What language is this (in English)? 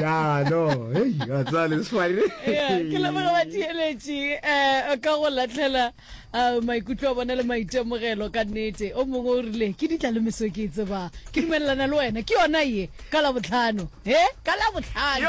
Northern Sotho